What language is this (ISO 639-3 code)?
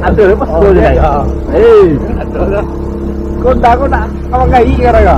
min